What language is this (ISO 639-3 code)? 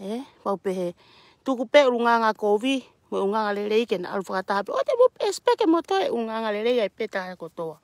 ton